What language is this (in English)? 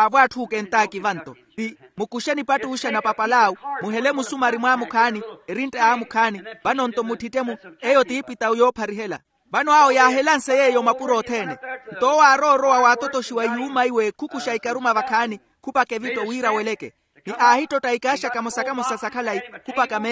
Makhuwa